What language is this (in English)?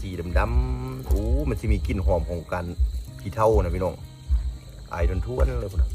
Lao